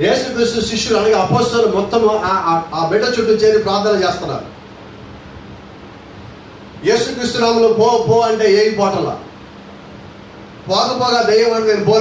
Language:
Telugu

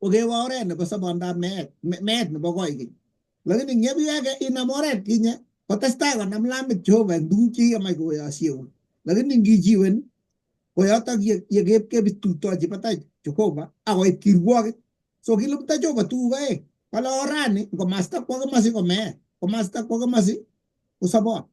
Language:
Kalenjin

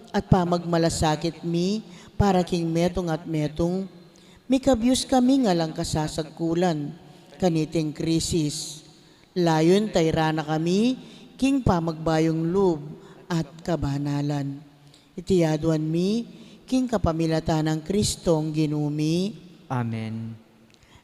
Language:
Pampanga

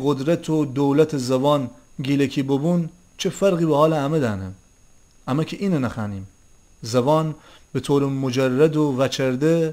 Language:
Gilaki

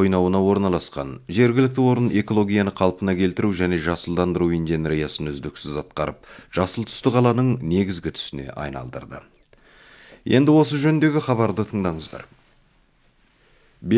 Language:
Kazakh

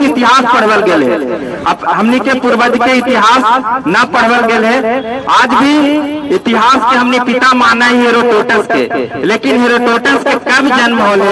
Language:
Magahi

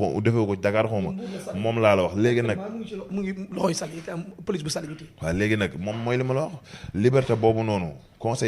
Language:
Wolof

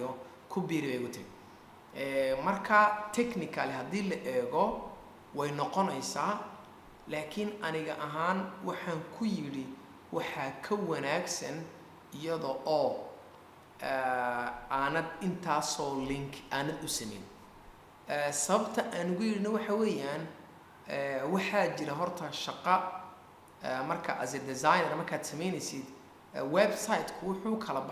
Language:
Somali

